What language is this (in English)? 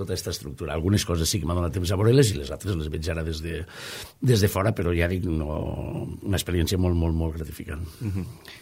Catalan